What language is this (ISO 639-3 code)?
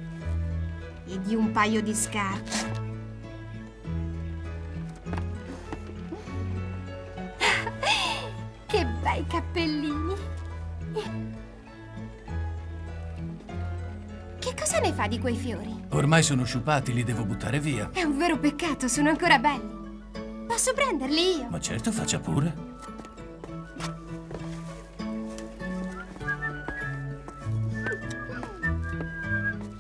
ita